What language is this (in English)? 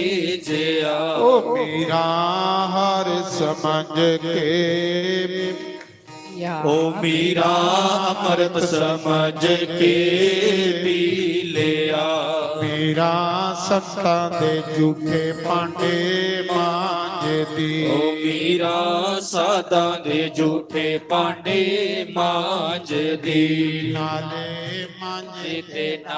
Dogri